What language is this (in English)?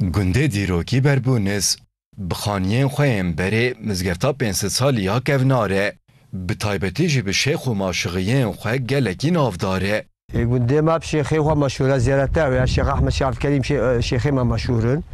Kurdish